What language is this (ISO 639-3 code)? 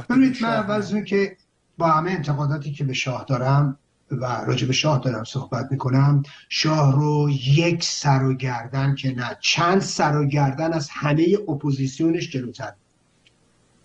fas